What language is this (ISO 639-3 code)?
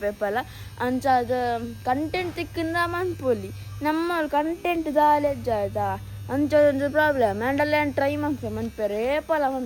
tcy